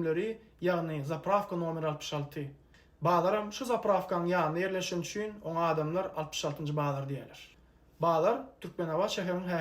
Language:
Turkmen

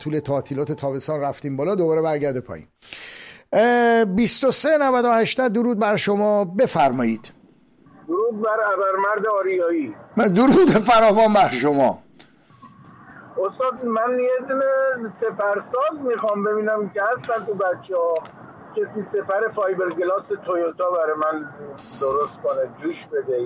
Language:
Persian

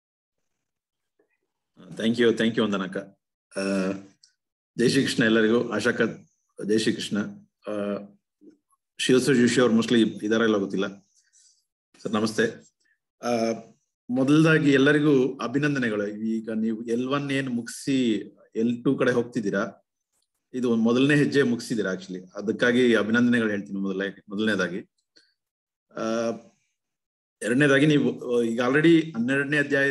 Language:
Kannada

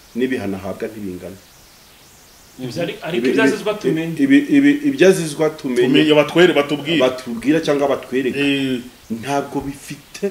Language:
Kinyarwanda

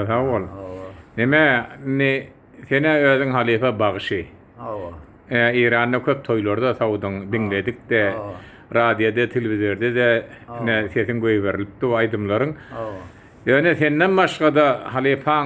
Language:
Turkmen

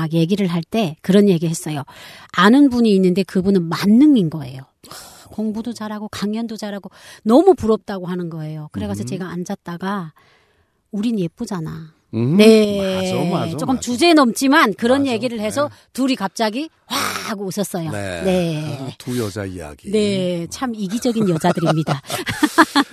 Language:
Korean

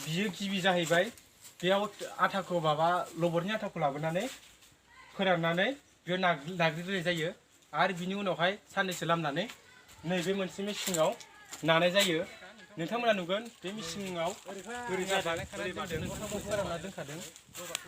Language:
Bodo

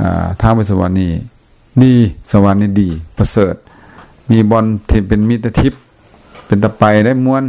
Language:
Lao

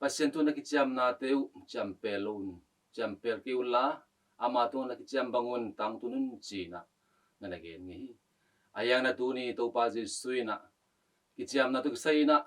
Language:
Tedim Chin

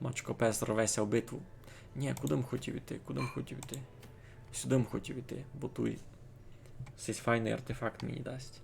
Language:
Rusyn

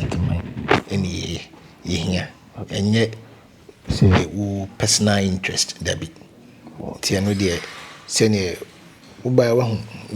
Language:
Akan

